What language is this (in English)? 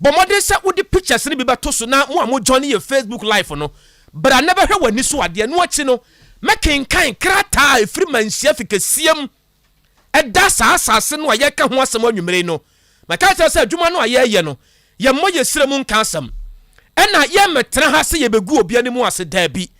Akan